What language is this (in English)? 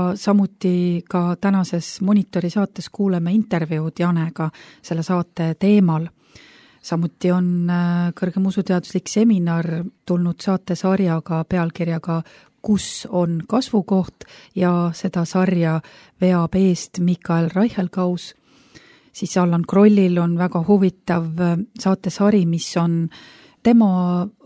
Estonian